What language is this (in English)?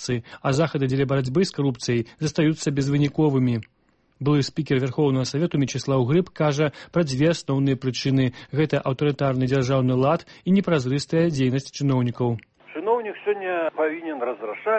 Belarusian